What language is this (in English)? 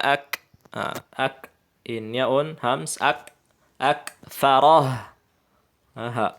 Tausug